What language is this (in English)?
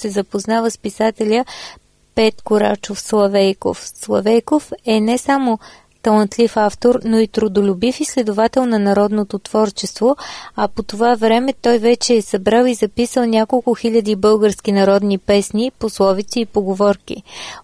Bulgarian